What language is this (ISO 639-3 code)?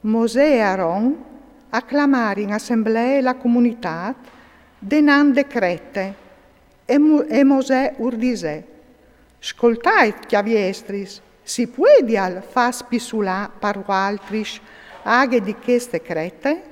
fur